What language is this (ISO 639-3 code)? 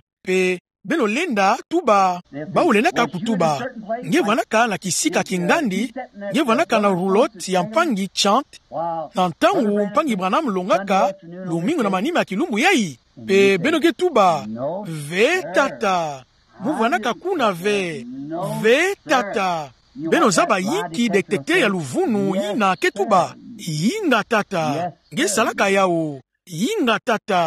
ktu